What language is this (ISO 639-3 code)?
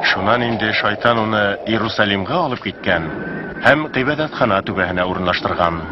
bak